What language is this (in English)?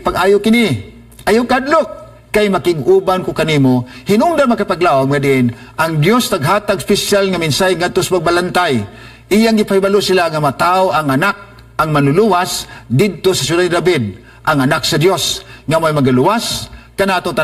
Cebuano